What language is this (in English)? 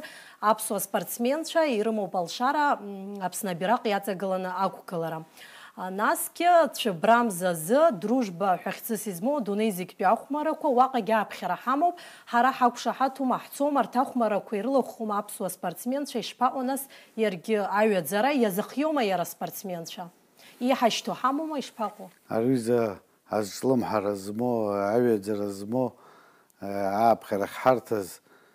Abkhazian